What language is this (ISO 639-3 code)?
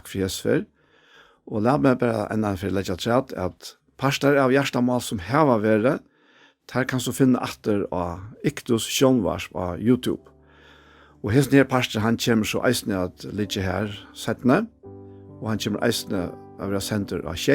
fao